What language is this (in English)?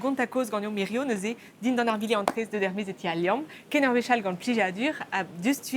Breton